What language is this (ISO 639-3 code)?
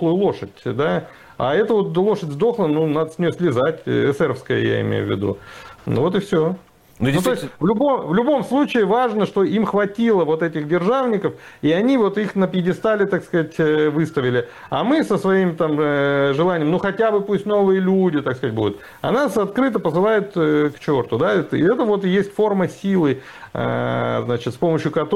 rus